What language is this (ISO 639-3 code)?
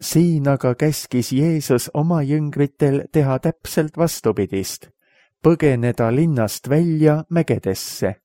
est